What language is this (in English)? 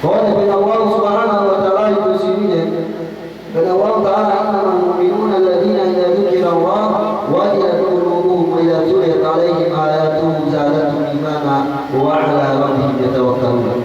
Yakan